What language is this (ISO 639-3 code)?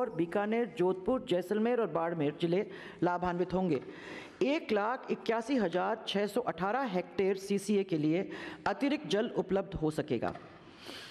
hin